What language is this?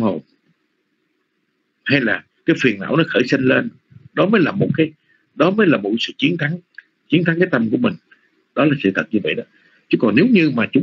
Vietnamese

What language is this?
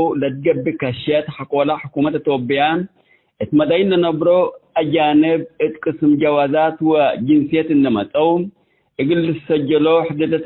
Tigre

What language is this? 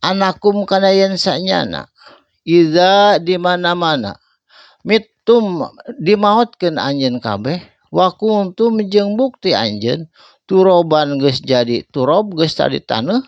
Sundanese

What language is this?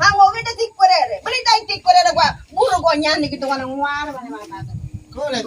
Ngäbere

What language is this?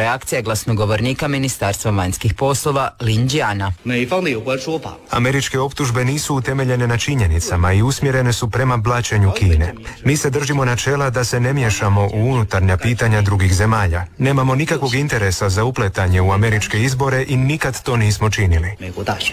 Croatian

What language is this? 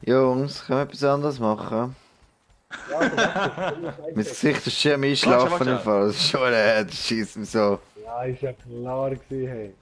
Swiss German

